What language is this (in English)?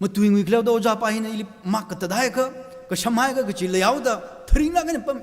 Tangkhul Naga (India)